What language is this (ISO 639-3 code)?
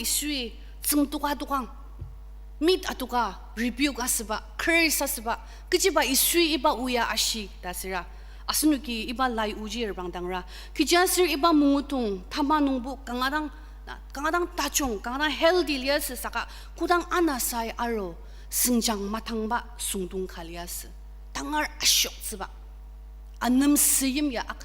njo